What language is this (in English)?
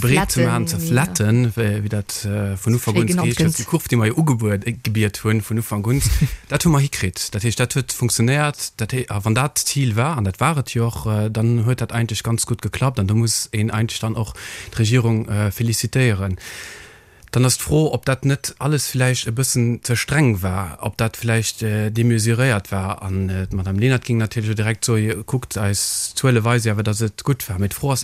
Luxembourgish